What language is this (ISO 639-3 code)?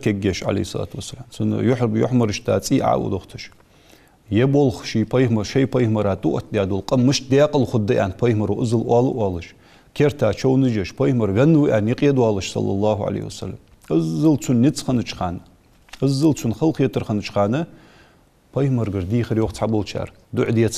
inh